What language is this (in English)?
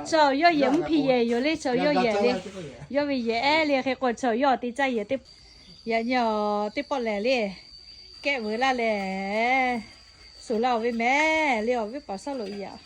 Lahu